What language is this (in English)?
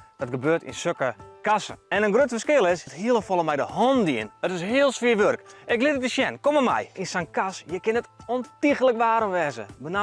Western Frisian